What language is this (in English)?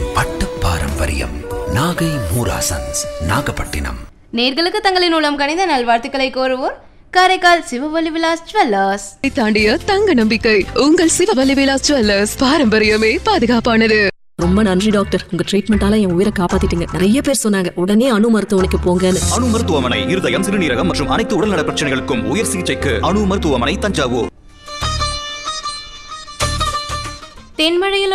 Tamil